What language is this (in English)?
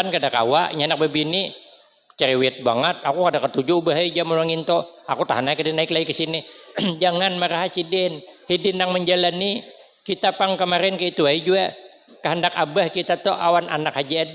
Banjar